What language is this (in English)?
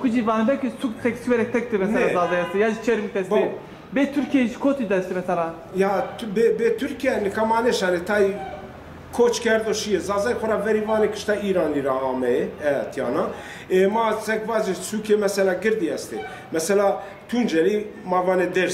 Zaza